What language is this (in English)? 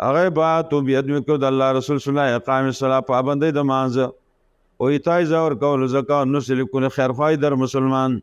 Pashto